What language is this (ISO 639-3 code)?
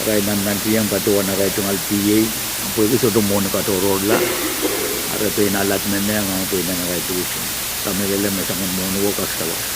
pon